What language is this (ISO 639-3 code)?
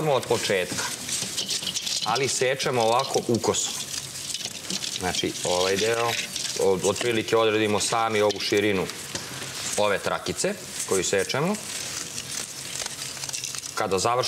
srp